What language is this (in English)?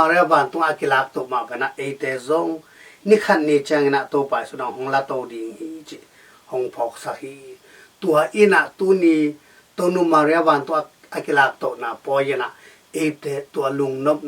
Tedim Chin